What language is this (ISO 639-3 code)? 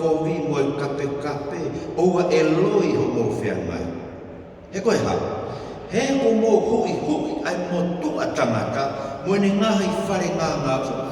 ton